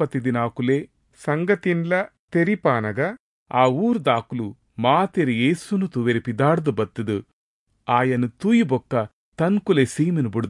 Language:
Tulu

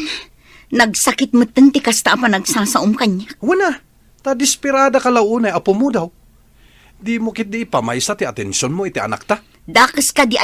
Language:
Iloko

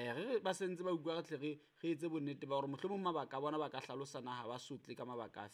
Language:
Southern Sotho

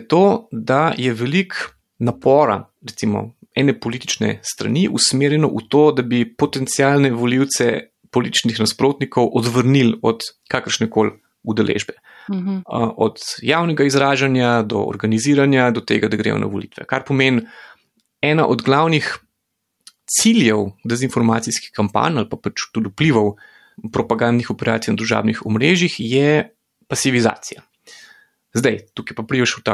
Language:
Slovenian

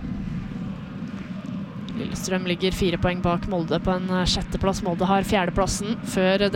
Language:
Norwegian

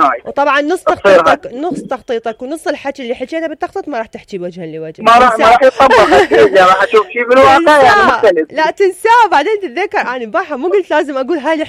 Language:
Mesopotamian Arabic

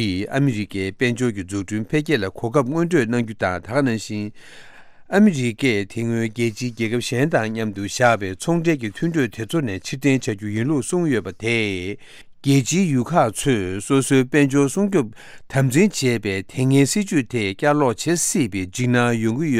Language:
Tibetan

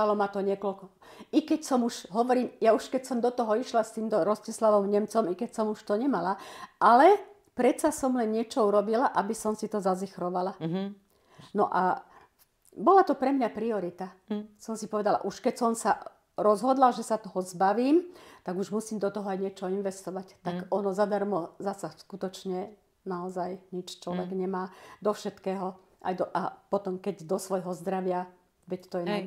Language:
Slovak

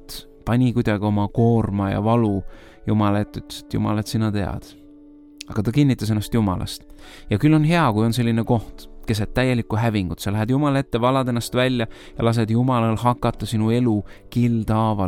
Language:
Estonian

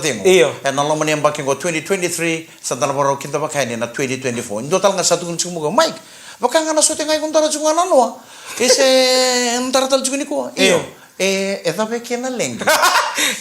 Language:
Fijian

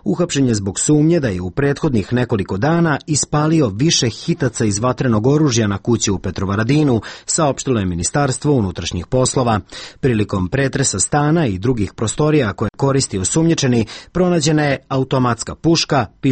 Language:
Serbian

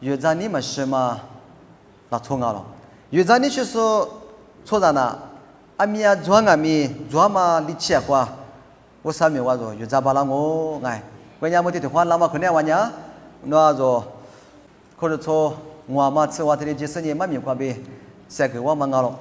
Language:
Lisu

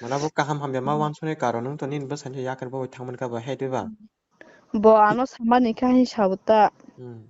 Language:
Kok Borok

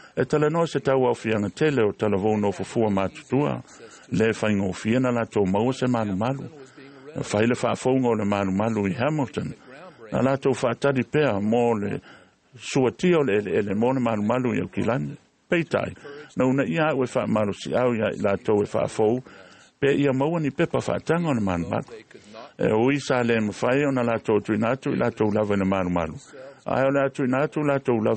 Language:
Samoan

